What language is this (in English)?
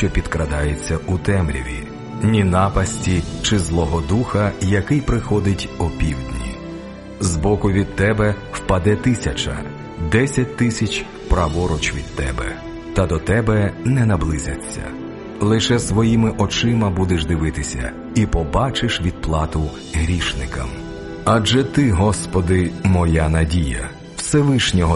Ukrainian